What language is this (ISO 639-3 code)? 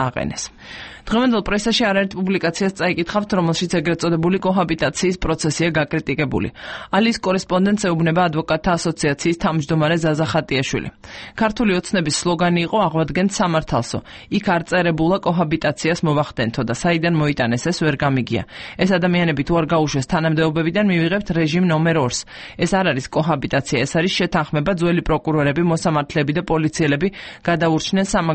kat